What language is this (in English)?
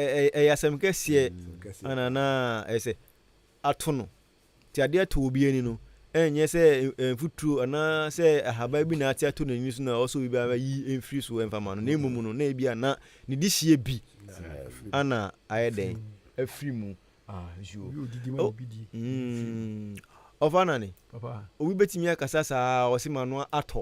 Akan